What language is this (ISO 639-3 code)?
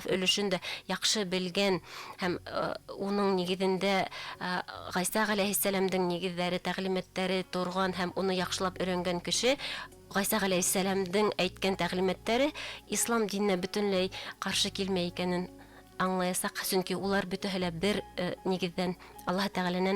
bak